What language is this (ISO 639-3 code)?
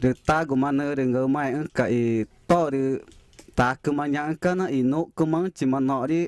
tca